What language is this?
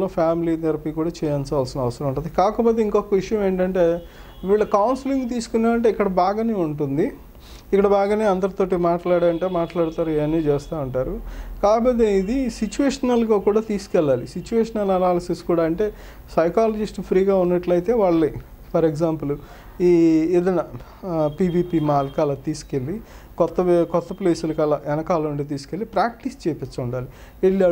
Telugu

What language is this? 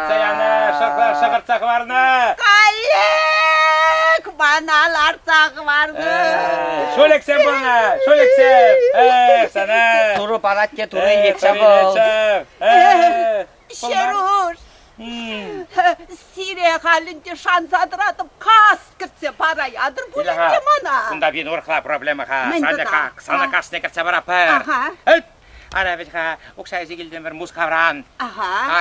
Chuvash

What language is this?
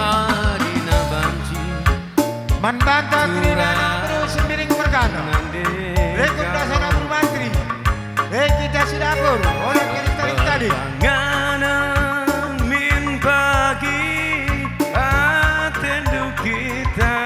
Batak Karo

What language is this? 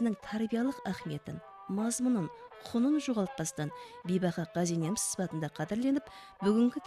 Kara-Kalpak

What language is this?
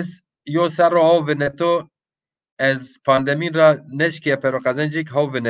Zaza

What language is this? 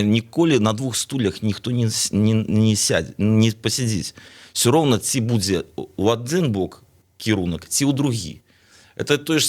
Belarusian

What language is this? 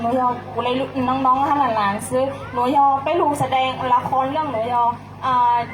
Hmong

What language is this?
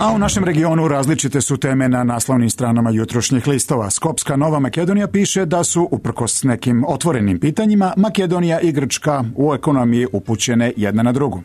Serbian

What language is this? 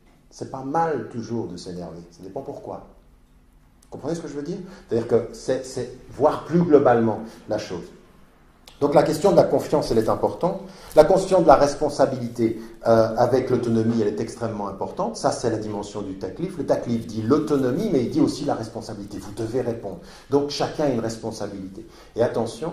French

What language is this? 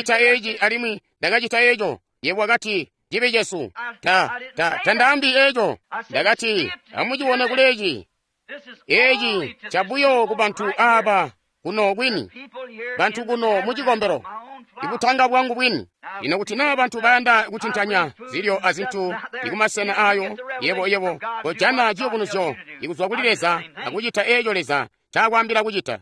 Tonga (Zambia)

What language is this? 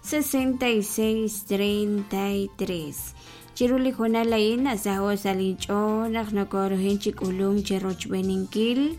Kekchí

